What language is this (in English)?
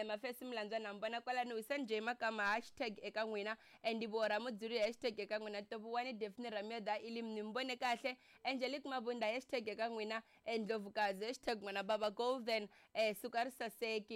Tsonga